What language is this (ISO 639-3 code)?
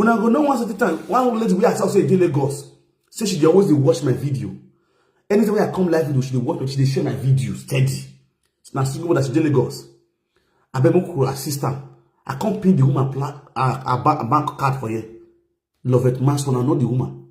pcm